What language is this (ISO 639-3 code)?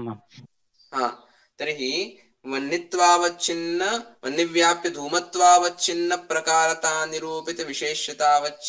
san